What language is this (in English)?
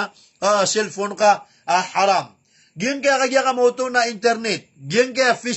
Maranao